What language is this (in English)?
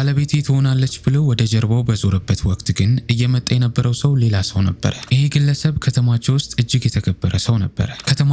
Amharic